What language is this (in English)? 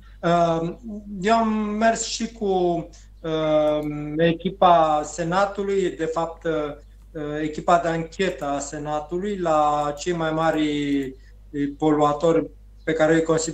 Romanian